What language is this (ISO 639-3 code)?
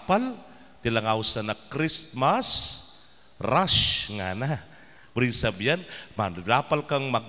pam